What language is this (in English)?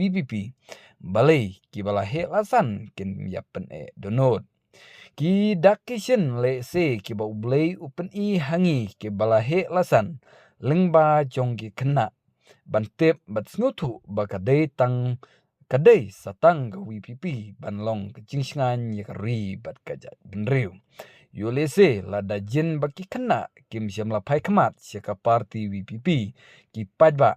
Khasi